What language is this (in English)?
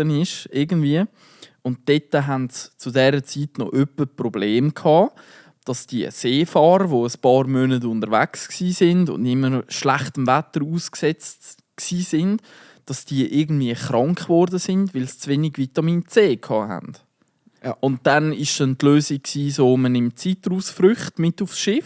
Swiss German